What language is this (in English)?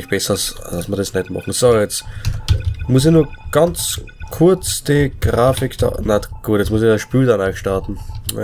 Bavarian